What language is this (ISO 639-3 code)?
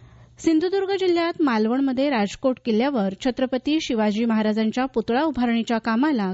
mar